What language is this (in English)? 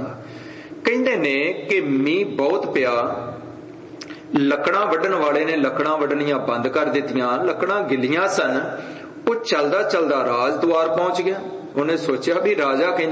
Punjabi